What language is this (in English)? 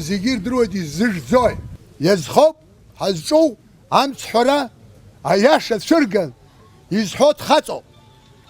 Abkhazian